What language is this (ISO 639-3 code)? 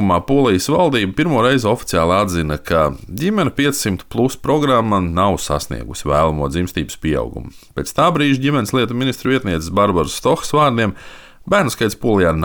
lav